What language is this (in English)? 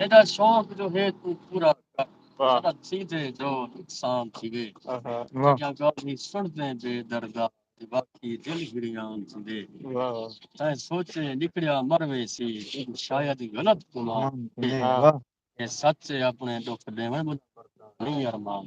Saraiki